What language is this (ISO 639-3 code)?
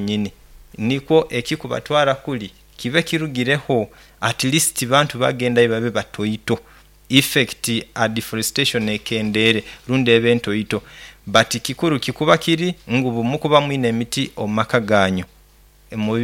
nyo